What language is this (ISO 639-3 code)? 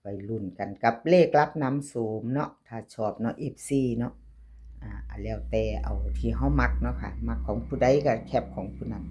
lao